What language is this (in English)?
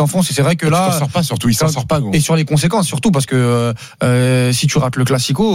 French